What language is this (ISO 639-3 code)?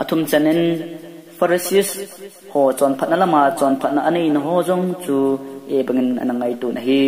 tcz